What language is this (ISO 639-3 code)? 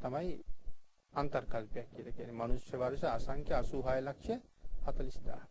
sin